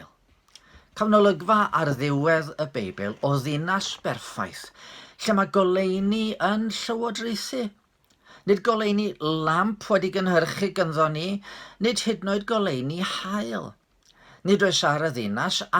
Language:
Welsh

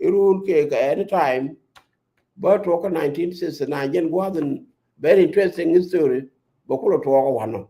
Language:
Nuer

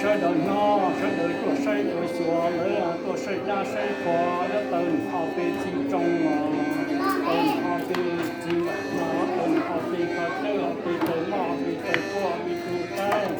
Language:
Hmong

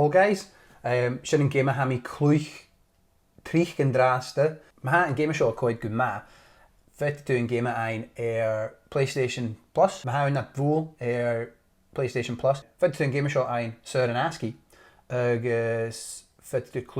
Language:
Scottish Gaelic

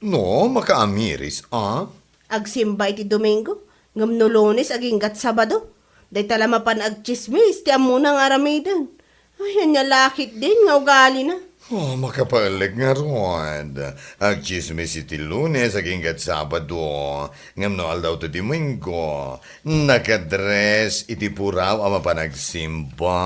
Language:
Iloko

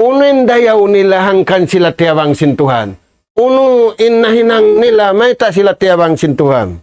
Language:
Tausug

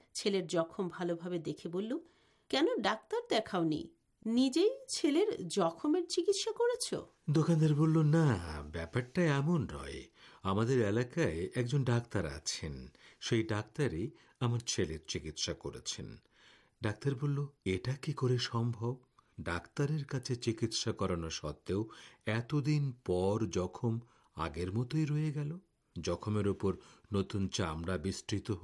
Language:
Bangla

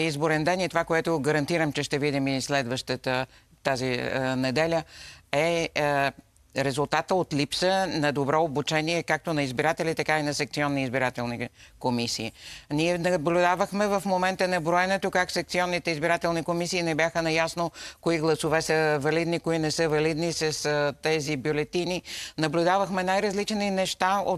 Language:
Bulgarian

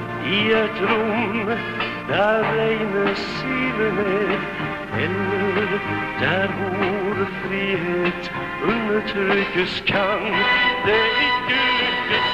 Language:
Norwegian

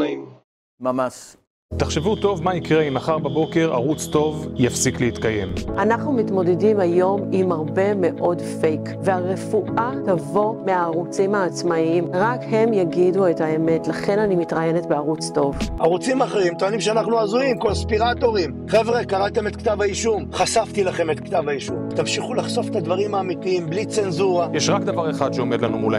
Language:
Hebrew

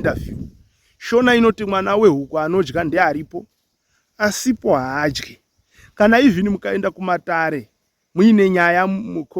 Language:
Shona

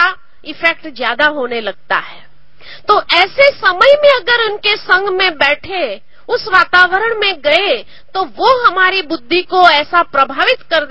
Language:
Hindi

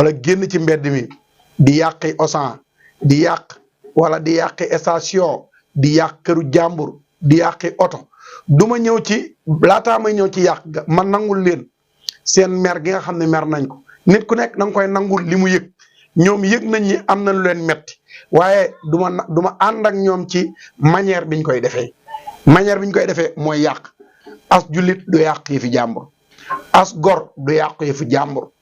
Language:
Wolof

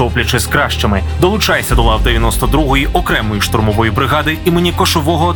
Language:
Ukrainian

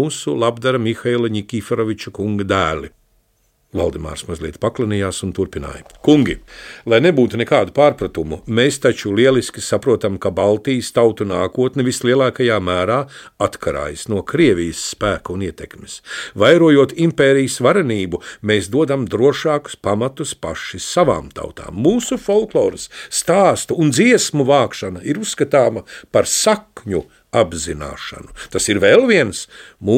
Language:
Latvian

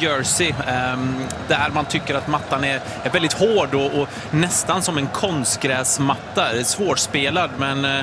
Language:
Swedish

